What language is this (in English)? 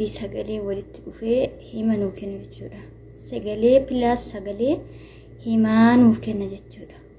Oromo